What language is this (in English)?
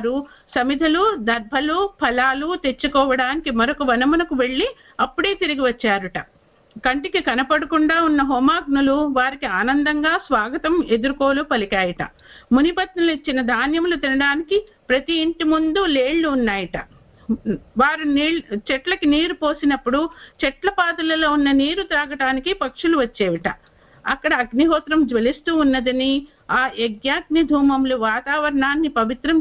Telugu